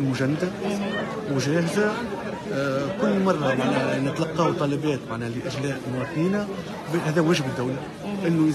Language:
Tunisian Arabic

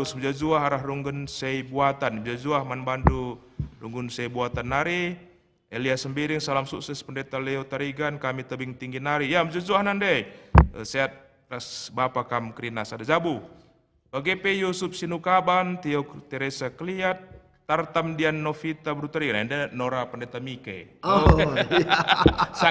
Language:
Batak Karo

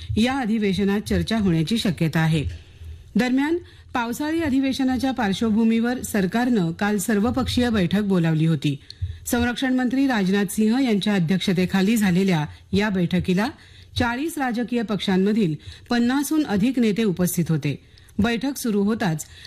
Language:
Marathi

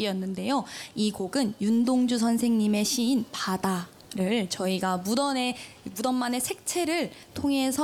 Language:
Korean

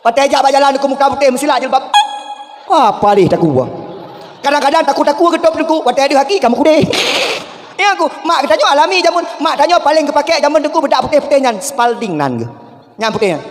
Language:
Achinese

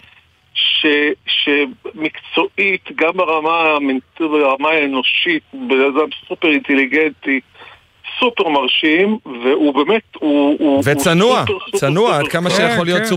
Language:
Hebrew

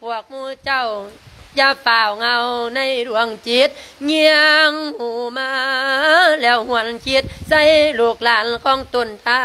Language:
Lao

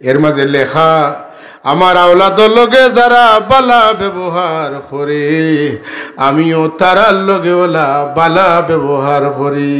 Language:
Sylheti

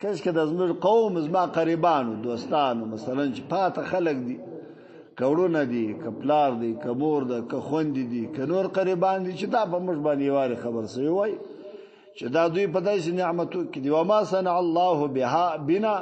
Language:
Pashto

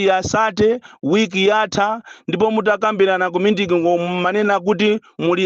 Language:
Nyanja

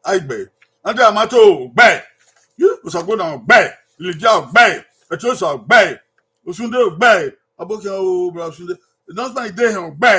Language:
Bini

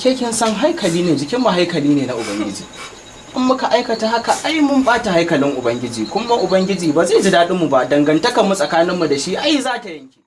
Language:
Hausa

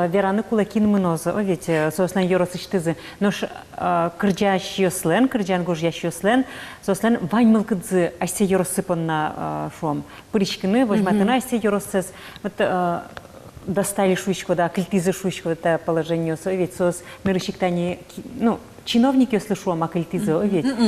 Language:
Udmurt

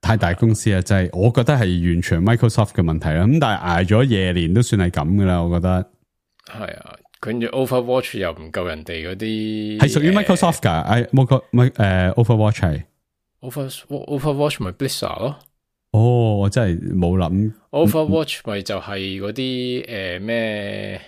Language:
Cantonese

